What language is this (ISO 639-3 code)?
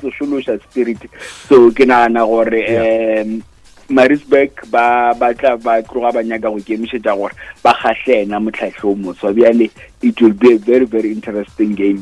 nso